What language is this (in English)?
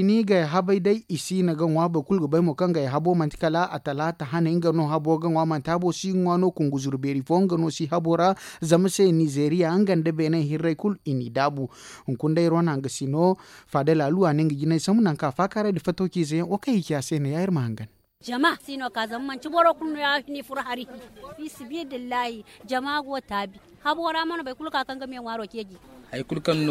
Zarma